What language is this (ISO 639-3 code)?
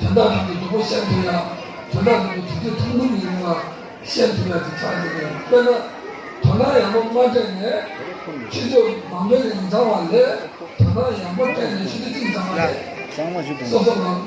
bod